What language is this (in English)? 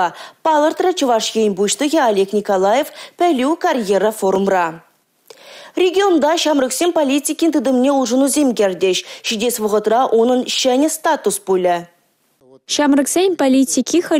Chuvash